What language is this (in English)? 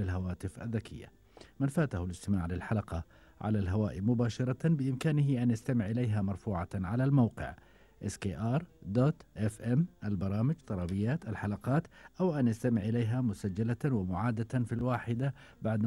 Gulf Arabic